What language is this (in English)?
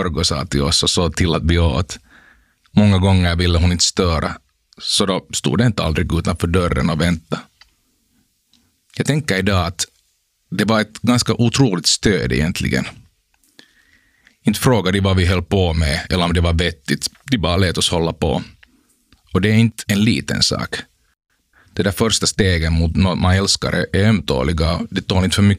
Swedish